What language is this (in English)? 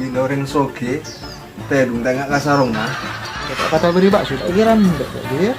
Madurese